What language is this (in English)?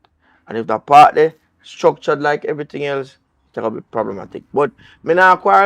Jamaican Creole English